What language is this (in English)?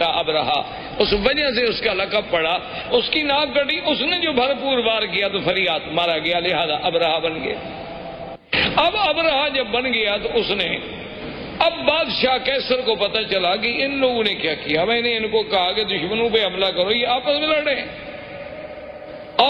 Urdu